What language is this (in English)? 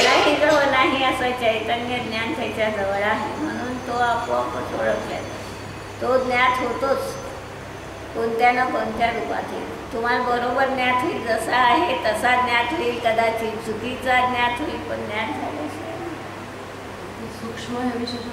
Marathi